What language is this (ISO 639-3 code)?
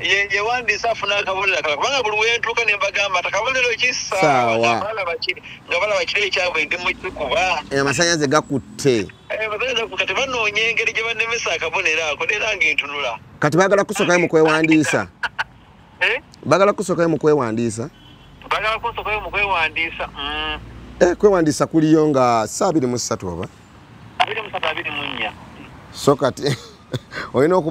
lug